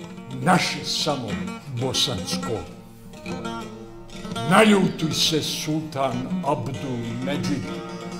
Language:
Bosnian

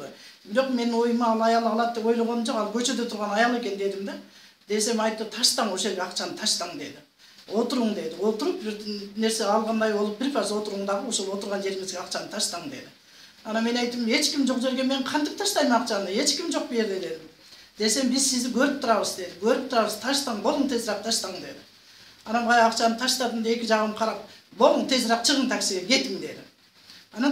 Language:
Kyrgyz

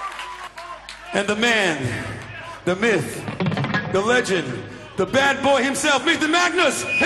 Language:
English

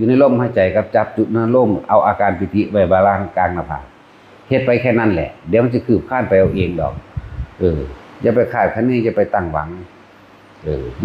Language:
Northeastern Thai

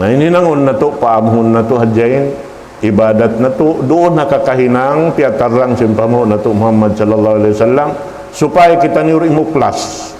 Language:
Tausug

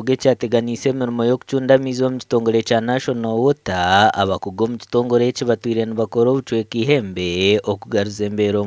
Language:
Nyankole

